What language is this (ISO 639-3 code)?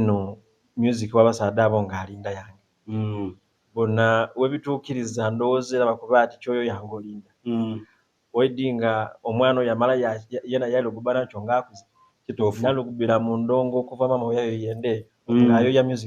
xog